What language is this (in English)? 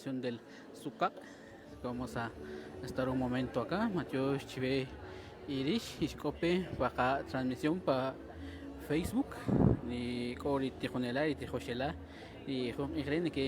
Kaqchikel